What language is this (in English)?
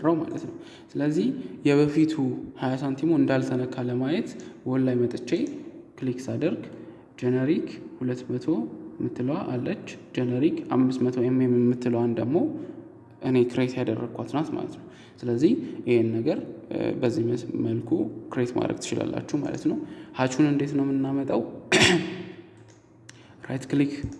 Amharic